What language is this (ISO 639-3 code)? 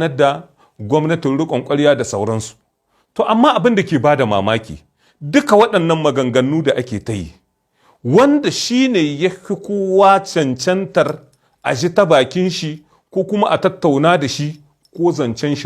hau